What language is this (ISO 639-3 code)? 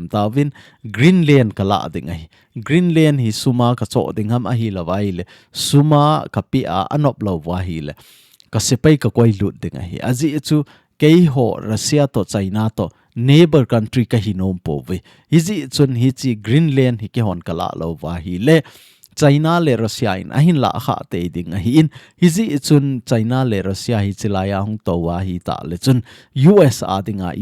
tcz